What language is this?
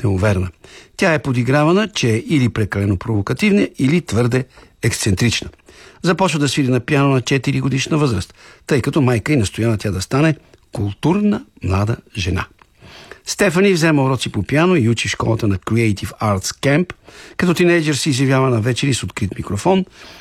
Bulgarian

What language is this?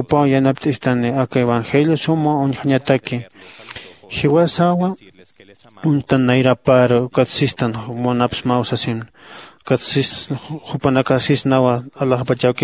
Aymara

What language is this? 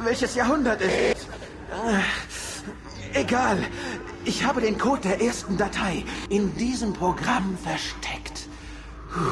Bavarian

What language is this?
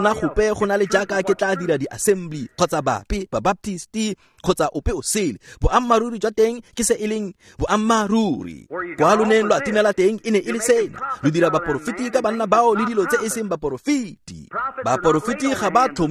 Tswana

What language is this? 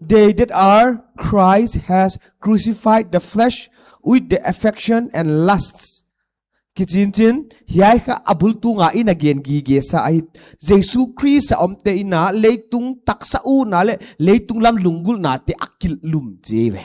Paite Chin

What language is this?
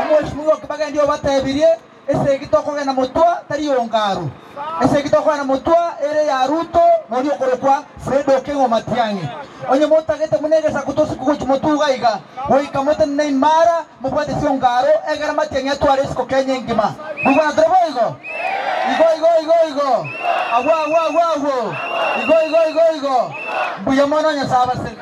Gusii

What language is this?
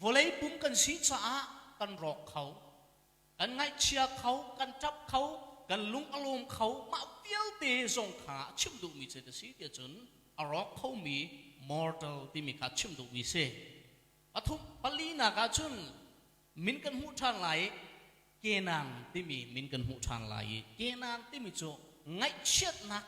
Hakha Chin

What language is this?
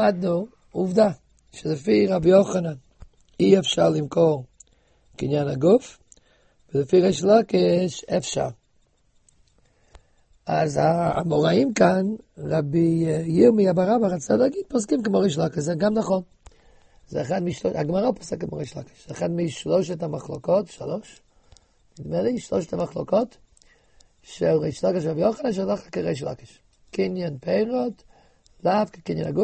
Hebrew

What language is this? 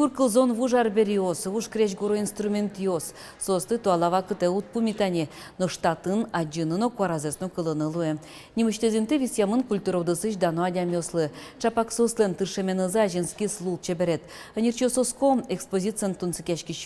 Udmurt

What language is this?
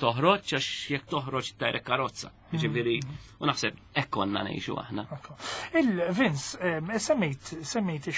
Maltese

